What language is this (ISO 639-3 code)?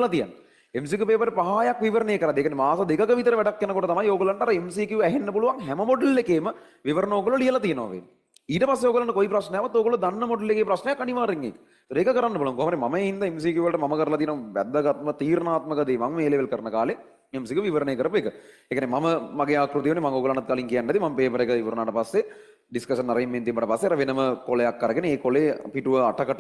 sin